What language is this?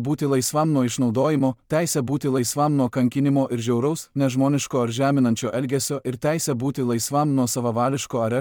Lithuanian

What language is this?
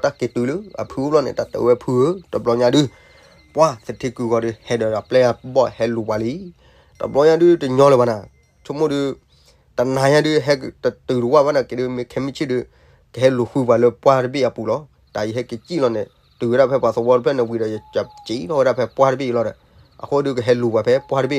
S'gaw Karen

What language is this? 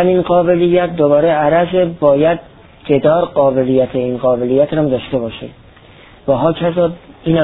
Persian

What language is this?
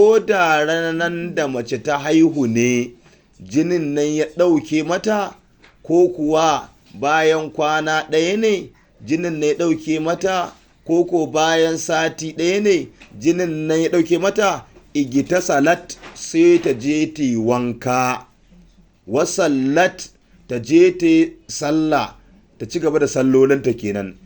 Hausa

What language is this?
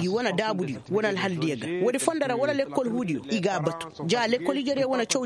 Koyraboro Senni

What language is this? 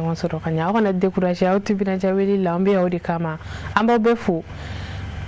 Bambara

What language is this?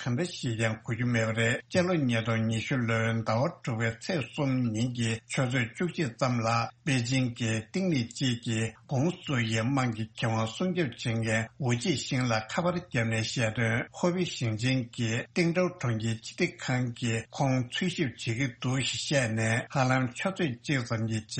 Tibetan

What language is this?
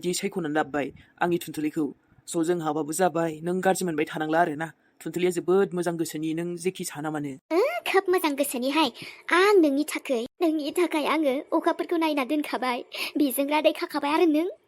Bodo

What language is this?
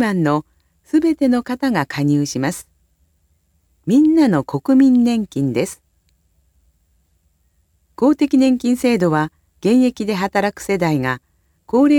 Japanese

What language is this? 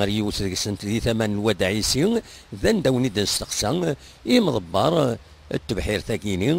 Kabyle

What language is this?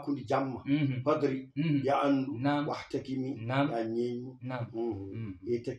Fula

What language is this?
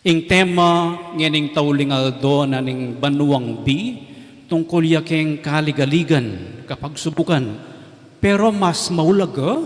Pampanga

